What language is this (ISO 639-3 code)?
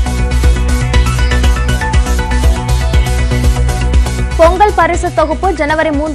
tam